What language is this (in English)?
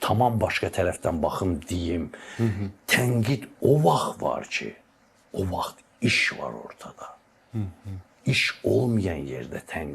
Azerbaijani